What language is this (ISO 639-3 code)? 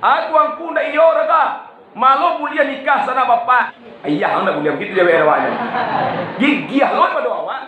min